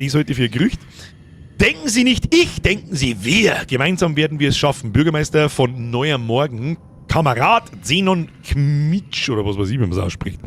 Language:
Bavarian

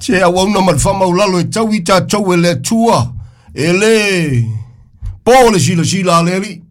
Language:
Samoan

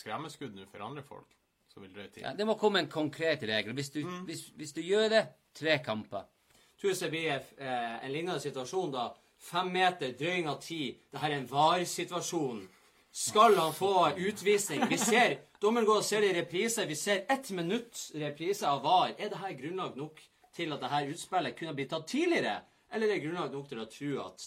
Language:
Norwegian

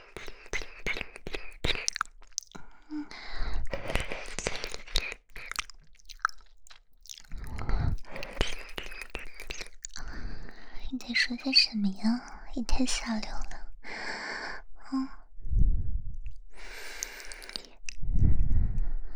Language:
Chinese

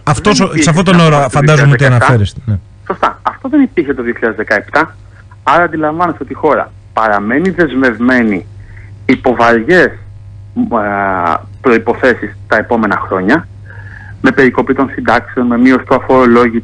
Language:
Greek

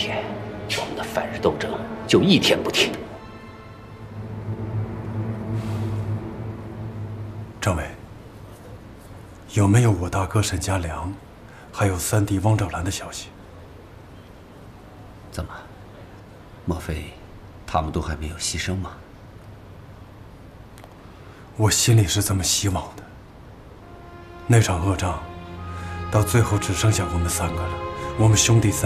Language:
Chinese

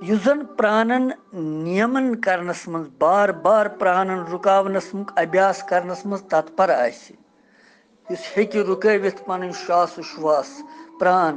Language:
Kashmiri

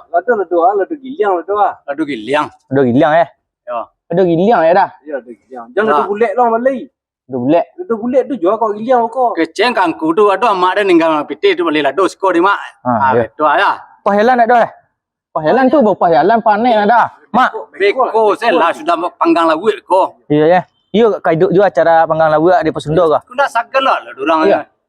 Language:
Minangkabau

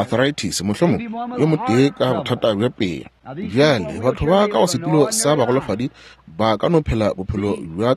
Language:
Northern Sotho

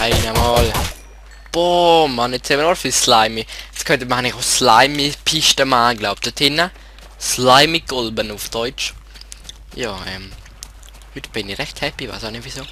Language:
Swiss German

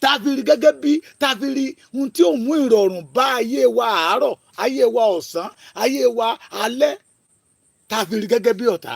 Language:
Yoruba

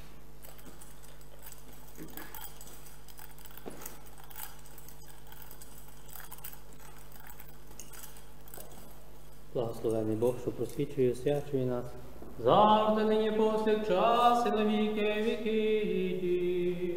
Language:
Ukrainian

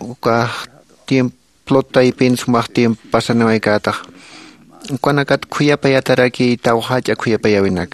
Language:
Aymara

